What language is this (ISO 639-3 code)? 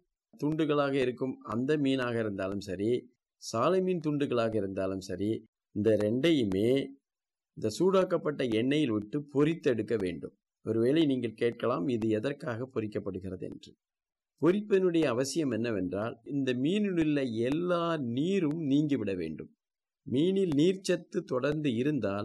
tam